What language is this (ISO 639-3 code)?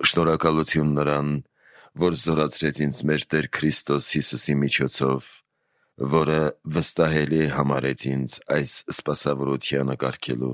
hye